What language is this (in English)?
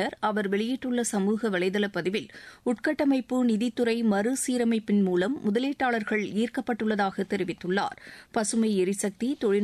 Tamil